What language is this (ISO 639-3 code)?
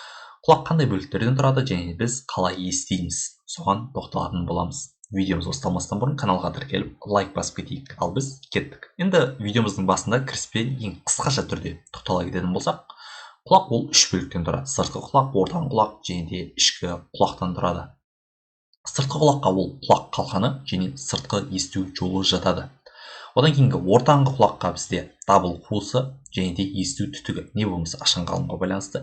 kaz